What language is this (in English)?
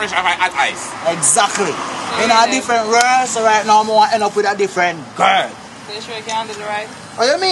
Jamaican Creole English